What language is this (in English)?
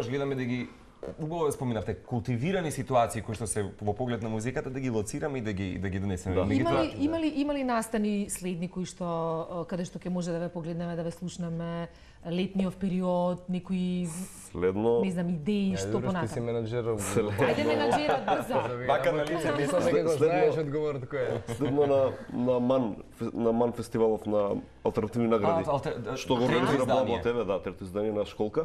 Macedonian